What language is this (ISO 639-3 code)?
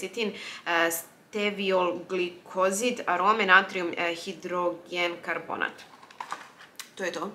srp